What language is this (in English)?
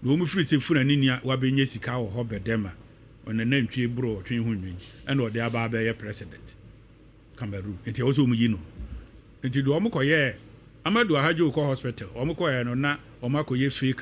Akan